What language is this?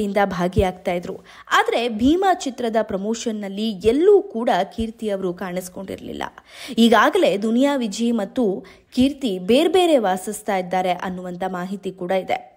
Kannada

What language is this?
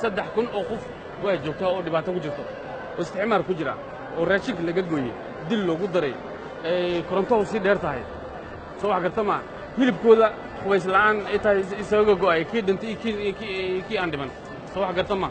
Somali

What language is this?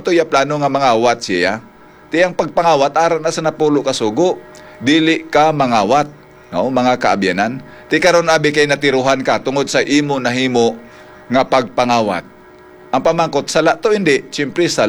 Hiligaynon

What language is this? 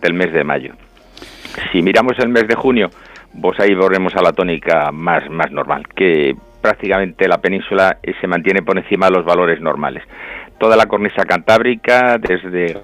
Spanish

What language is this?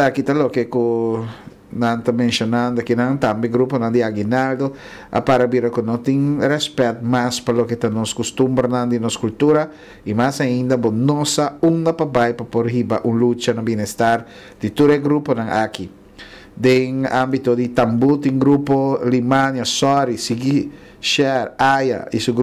Papiamento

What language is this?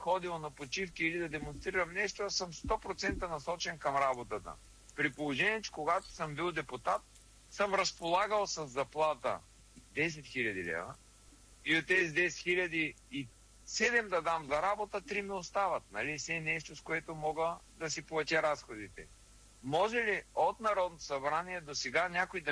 Bulgarian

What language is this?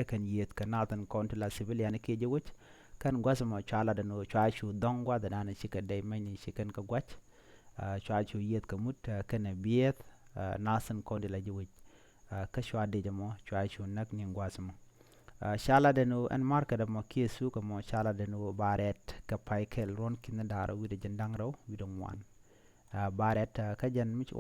Nuer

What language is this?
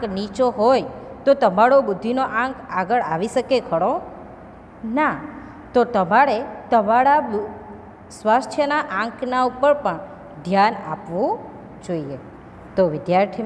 Gujarati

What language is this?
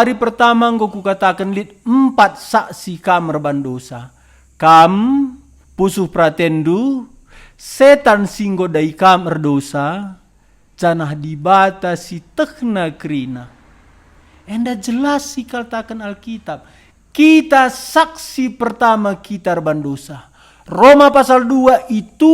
Batak Karo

